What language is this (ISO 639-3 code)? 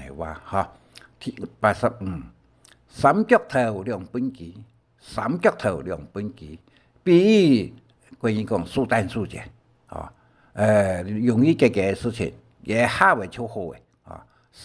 hak